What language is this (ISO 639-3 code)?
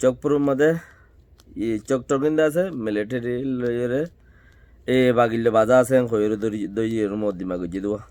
rhg